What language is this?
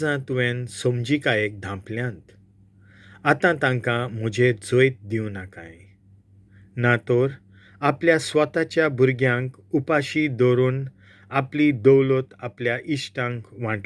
Konkani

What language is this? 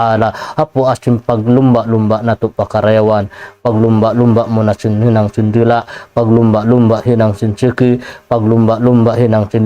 Tausug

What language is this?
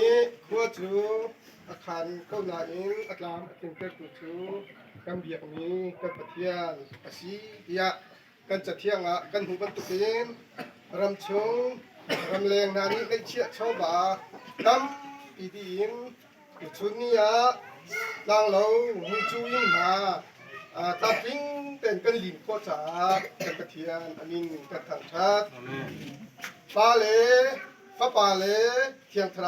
Hakha Chin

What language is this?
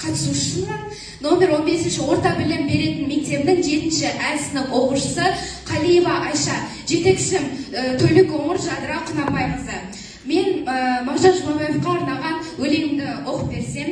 Kazakh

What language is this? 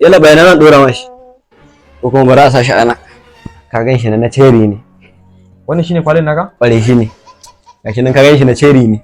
Hausa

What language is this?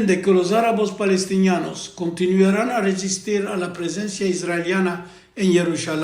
Ladino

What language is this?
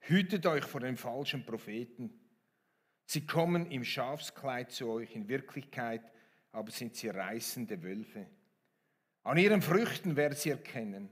Swiss German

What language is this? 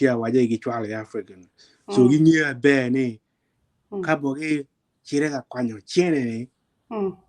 Acoli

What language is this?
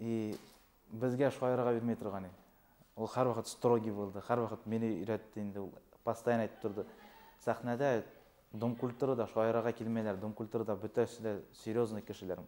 Bashkir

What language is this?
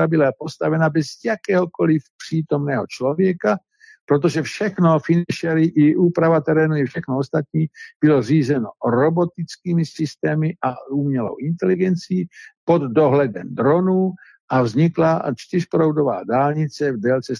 Czech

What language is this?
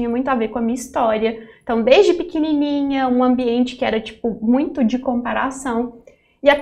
Portuguese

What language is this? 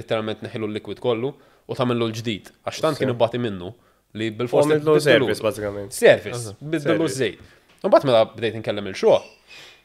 Maltese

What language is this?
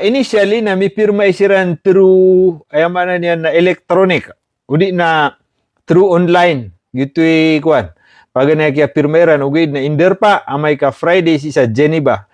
Maranao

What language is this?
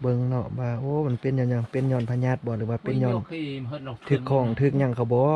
Lao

